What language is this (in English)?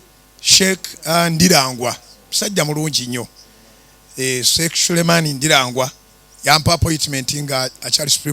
Ganda